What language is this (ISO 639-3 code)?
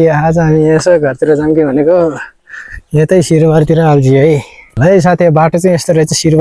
nep